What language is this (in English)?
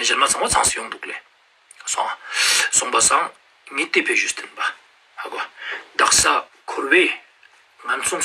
Ladakhi